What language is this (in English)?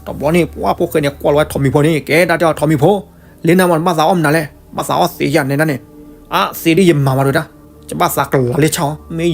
S'gaw Karen